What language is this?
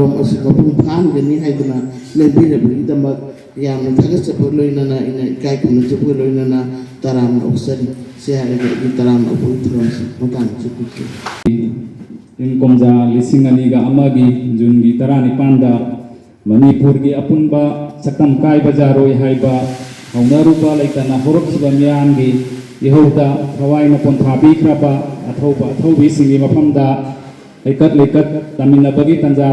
Manipuri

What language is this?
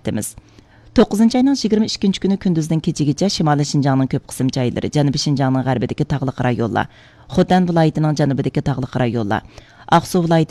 Uyghur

